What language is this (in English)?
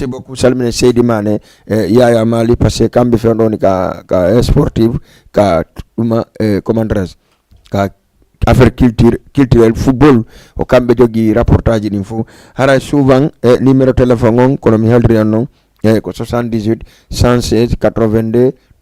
Fula